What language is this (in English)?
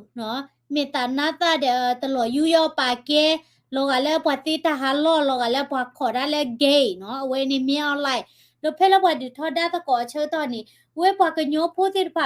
S'gaw Karen